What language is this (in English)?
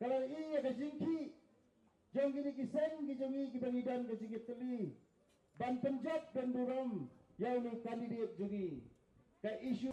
Khasi